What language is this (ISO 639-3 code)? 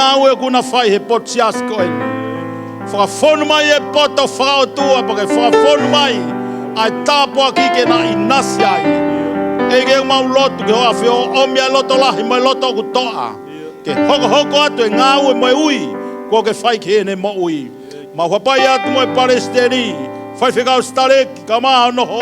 ton